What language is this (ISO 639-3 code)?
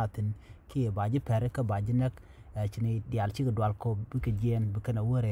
nus